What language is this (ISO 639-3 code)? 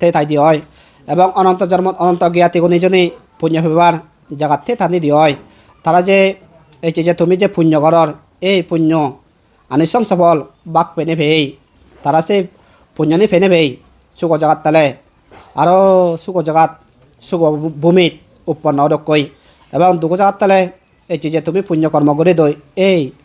ccp